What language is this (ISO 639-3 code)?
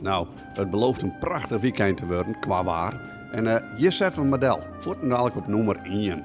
fry